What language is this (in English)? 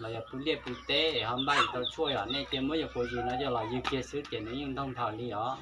Hmong